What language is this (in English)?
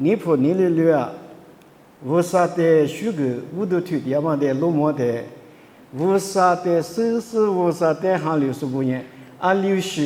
Lisu